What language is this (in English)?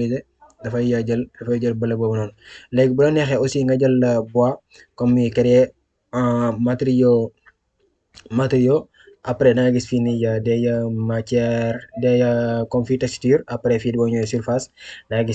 Wolof